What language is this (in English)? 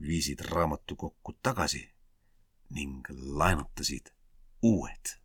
Estonian